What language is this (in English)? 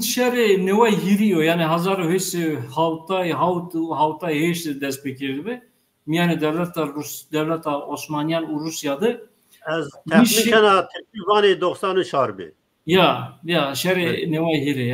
Zaza